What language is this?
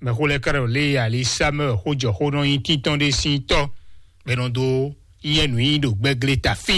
Fon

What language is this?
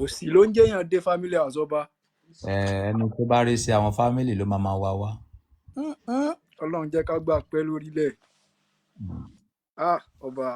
Yoruba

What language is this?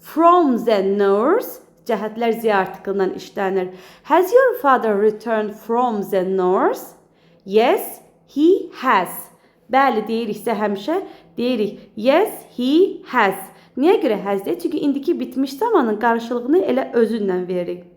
Azerbaijani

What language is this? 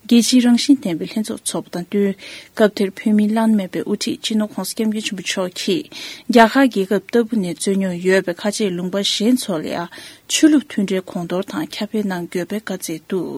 Tibetan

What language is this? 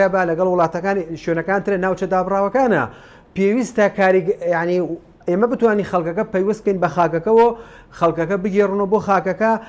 Central Kurdish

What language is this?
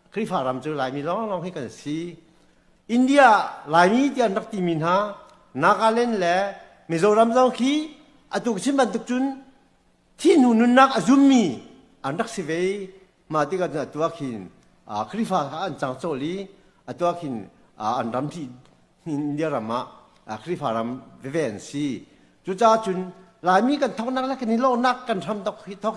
Hakha Chin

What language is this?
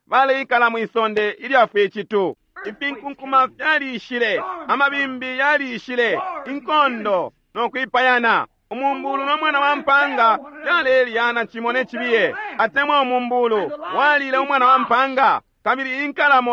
Bemba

